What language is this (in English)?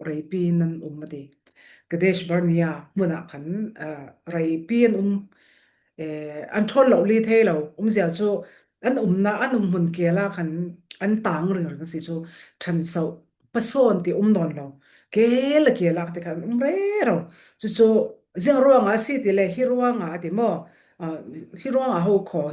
Falam Chin